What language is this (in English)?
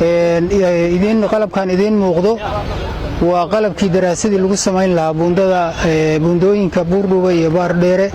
Somali